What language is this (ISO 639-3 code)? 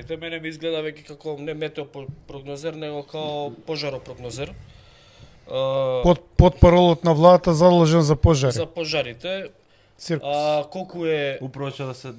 mkd